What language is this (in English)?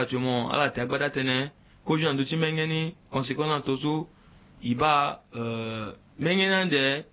Sango